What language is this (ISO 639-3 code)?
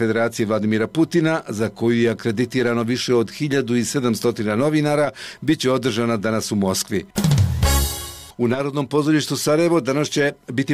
bos